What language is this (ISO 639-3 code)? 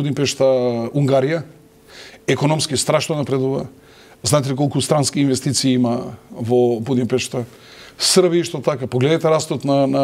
mkd